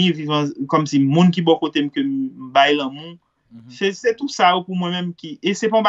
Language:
Haitian Creole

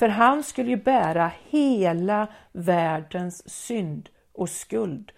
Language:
Swedish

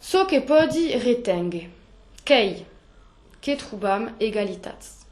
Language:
Occitan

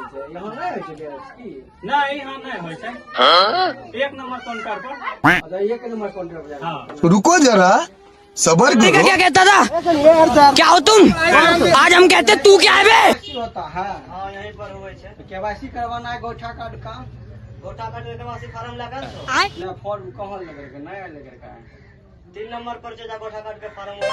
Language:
Magahi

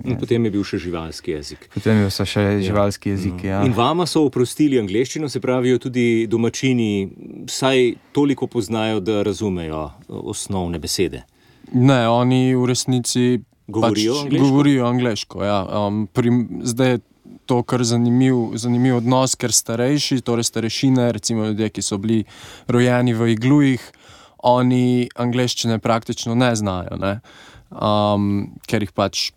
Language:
Slovenian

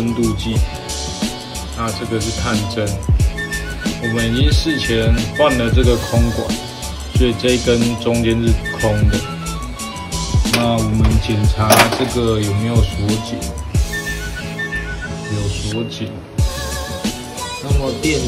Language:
Chinese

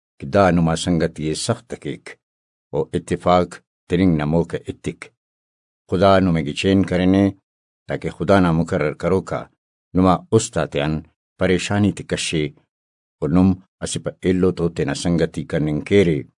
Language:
Brahui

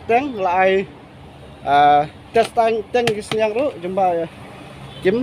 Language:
Khasi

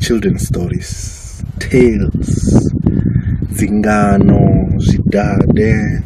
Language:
Venda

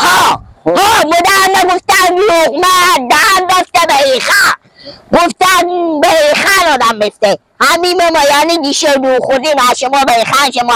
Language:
Persian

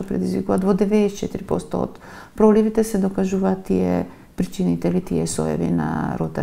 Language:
Macedonian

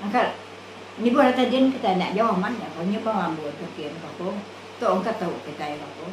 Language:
Iban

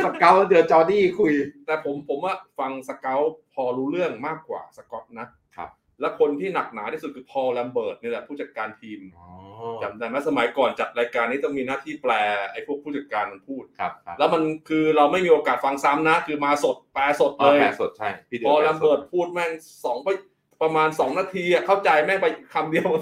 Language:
Thai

